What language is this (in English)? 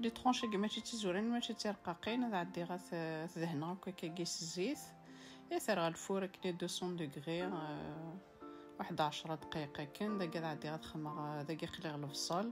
Kabyle